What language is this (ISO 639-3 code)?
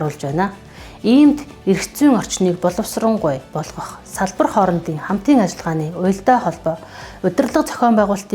mon